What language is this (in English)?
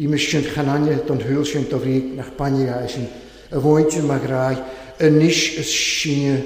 Welsh